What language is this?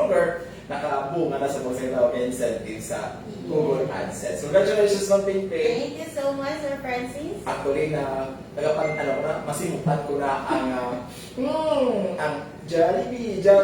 Hiligaynon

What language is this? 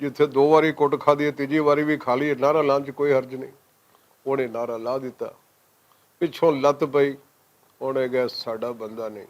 Western Panjabi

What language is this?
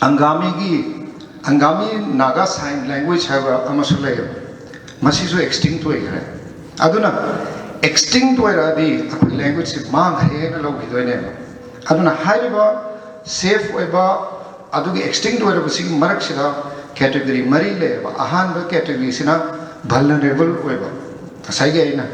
Manipuri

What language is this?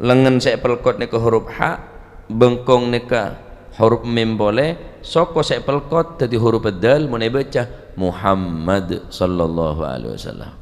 Madurese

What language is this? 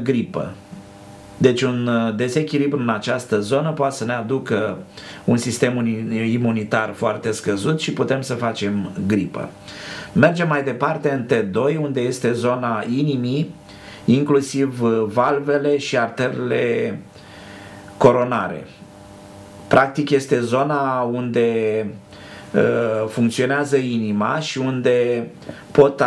Romanian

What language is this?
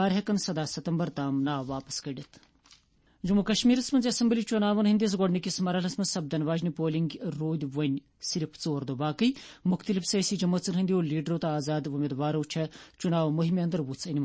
Kashmiri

